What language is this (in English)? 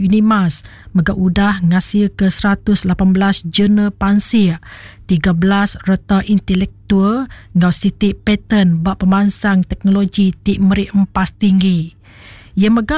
Iban